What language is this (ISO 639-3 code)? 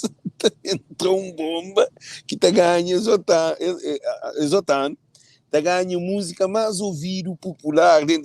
kea